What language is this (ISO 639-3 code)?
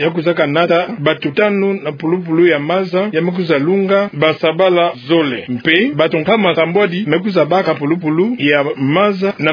ktu